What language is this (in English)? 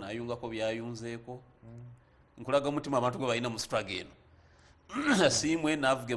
Ganda